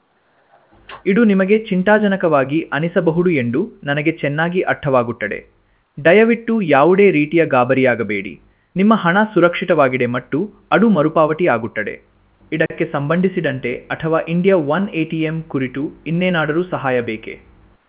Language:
Kannada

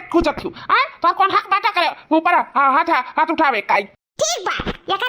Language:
Awadhi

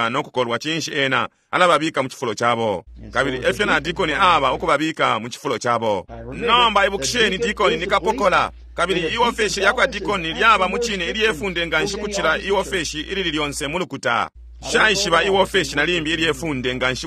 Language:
Bemba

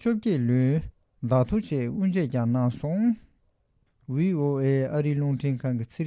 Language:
Tibetan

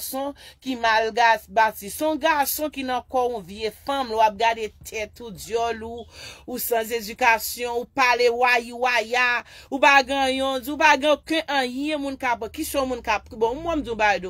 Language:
Haitian Creole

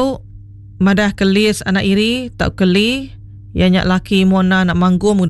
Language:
Iban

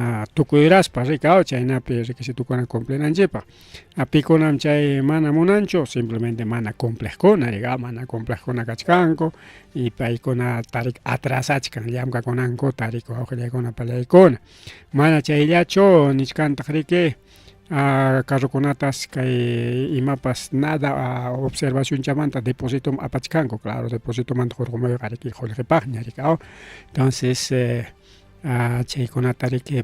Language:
Ayacucho Quechua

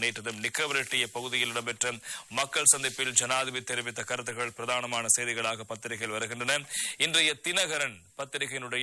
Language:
Tamil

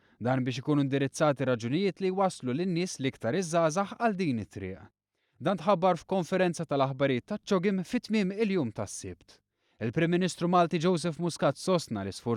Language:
Maltese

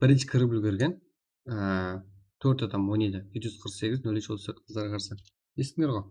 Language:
Kara-Kalpak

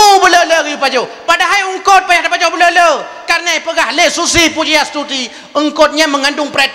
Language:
Achinese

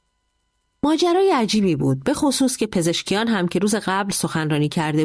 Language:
Persian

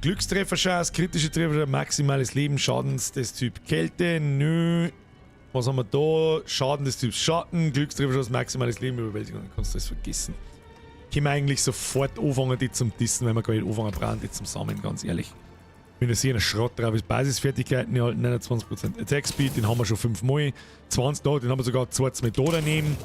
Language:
Bavarian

